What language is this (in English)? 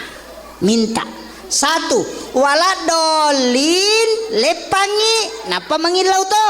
Buginese